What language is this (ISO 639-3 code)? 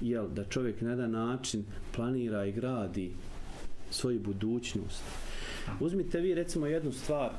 bos